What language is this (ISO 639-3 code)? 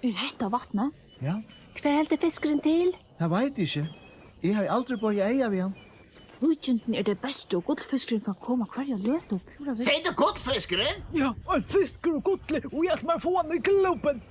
fao